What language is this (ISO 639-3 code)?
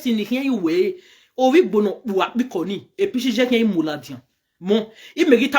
pcm